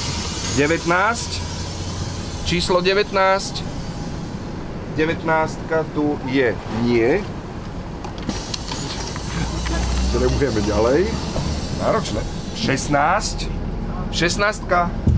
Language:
Slovak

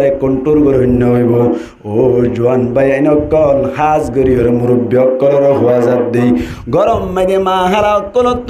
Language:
Rohingya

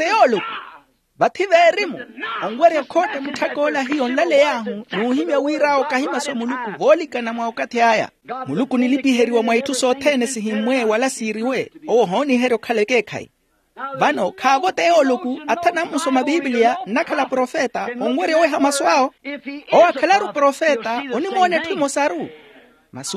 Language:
Makhuwa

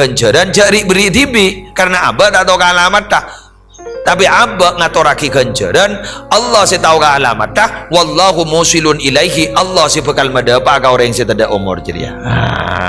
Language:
Madurese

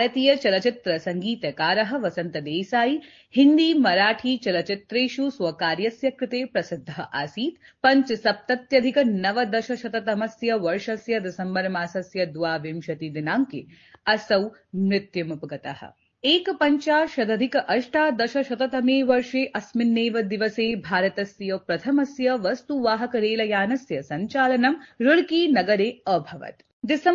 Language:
Sanskrit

